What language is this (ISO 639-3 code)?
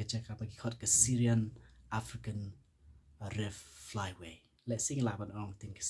kha